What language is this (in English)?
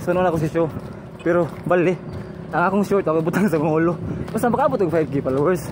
Cebuano